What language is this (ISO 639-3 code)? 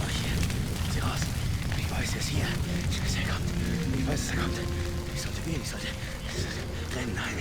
bar